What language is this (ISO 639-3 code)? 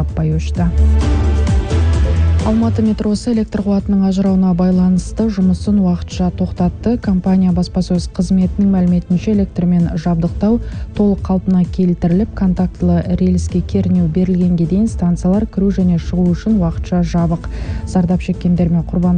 kaz